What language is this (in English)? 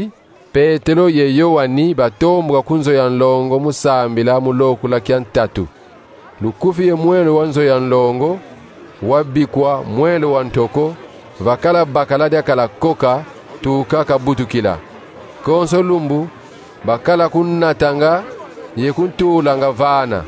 Kongo